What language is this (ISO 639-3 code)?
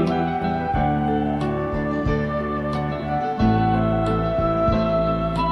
fin